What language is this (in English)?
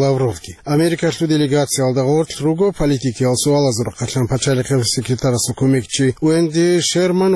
Avaric